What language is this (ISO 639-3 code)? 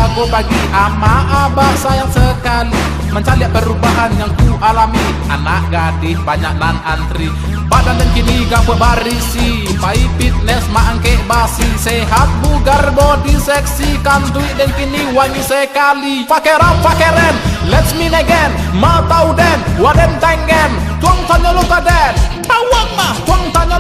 min